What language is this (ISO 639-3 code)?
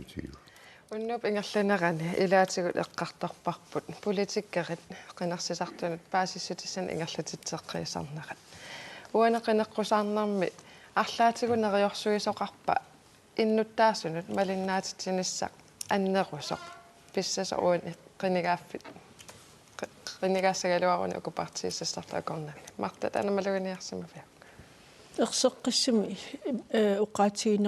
kal